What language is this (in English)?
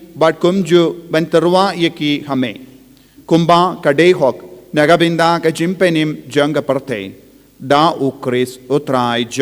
Khasi